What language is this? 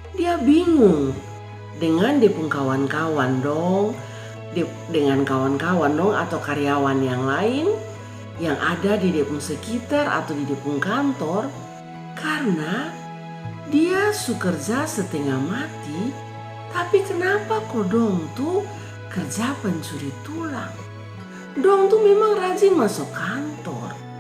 Kupang Malay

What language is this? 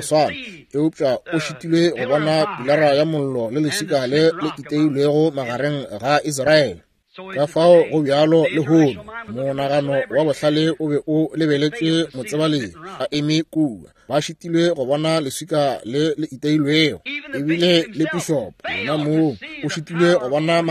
Northern Sotho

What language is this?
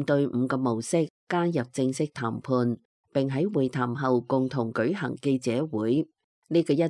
Cantonese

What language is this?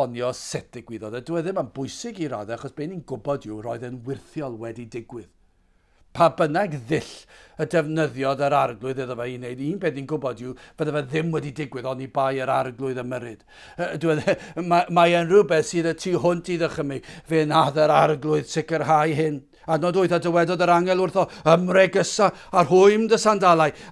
Welsh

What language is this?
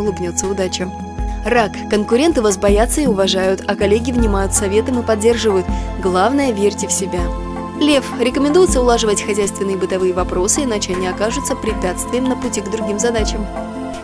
Russian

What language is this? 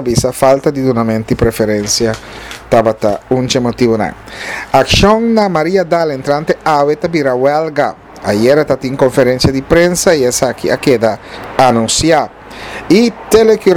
Papiamento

